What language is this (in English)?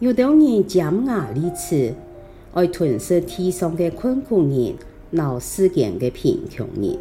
Hakka Chinese